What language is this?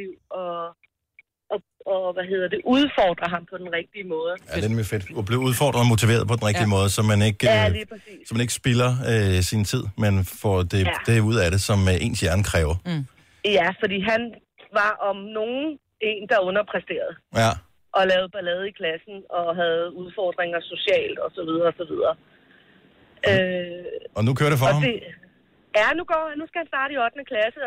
Danish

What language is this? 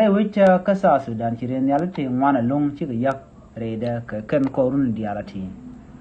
Nuer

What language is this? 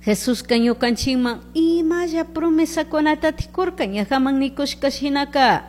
Chimborazo Highland Quichua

